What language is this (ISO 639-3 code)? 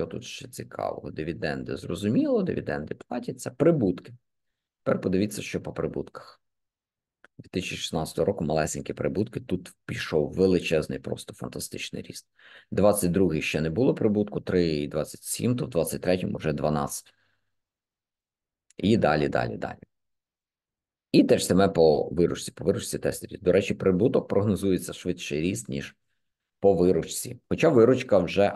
ukr